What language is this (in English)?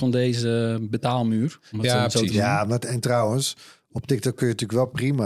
Dutch